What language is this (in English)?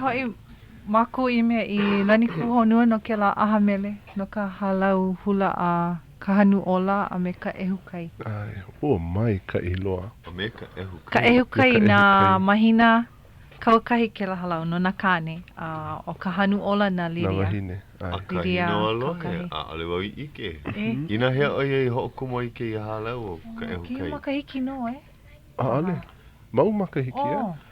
Hawaiian